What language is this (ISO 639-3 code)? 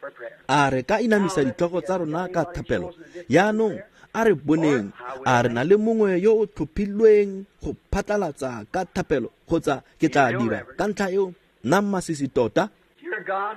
tsn